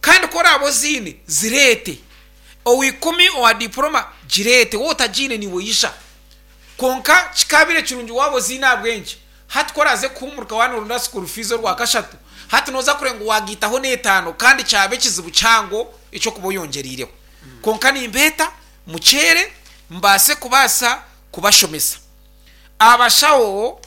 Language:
Nyankole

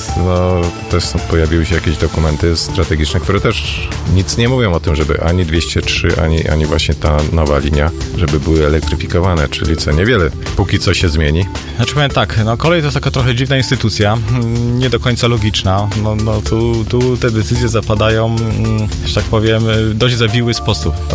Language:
Polish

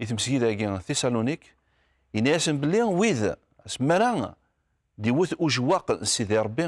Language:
Kabyle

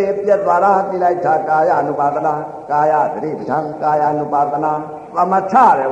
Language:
Burmese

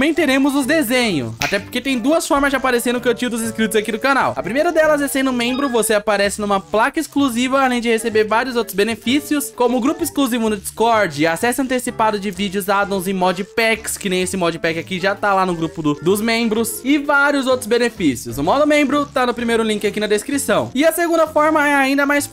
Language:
Portuguese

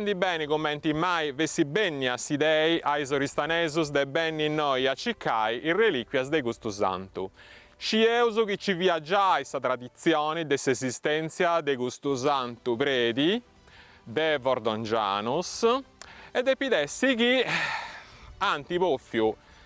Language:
Sardinian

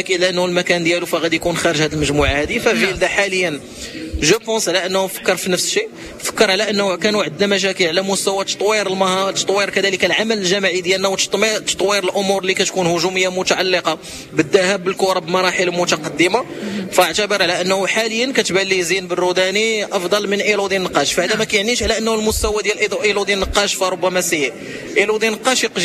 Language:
Moroccan Arabic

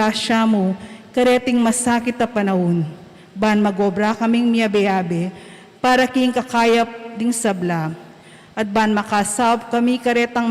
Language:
Pampanga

